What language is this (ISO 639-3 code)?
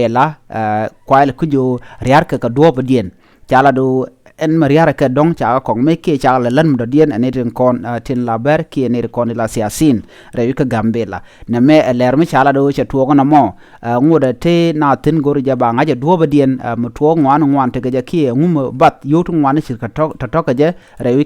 nus